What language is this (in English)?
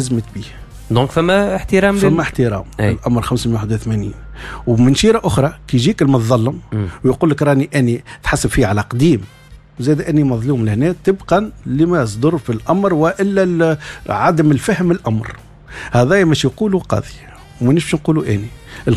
Tunisian Arabic